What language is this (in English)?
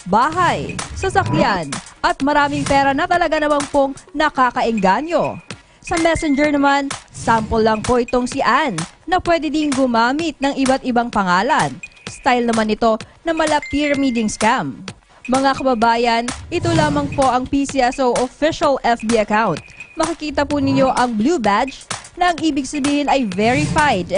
Filipino